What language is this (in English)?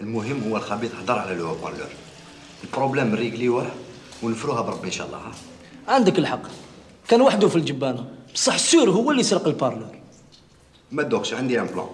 Algerian Arabic